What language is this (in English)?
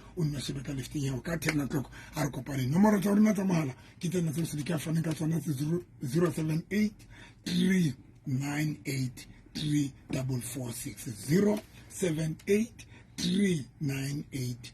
Southern Sotho